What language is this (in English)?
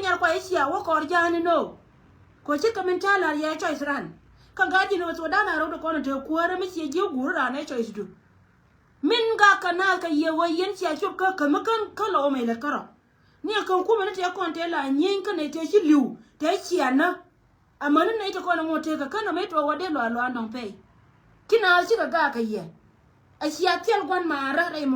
Nuer